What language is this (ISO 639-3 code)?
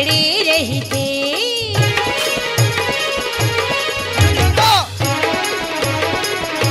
hne